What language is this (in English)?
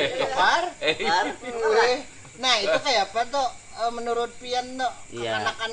Banjar